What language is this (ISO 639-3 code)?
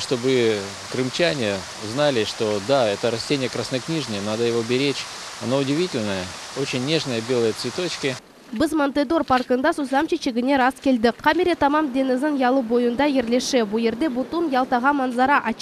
crh